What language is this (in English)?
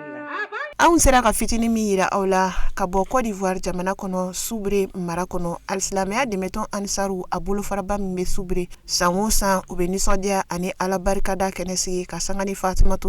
Bambara